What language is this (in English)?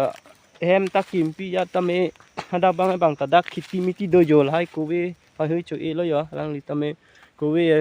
Karbi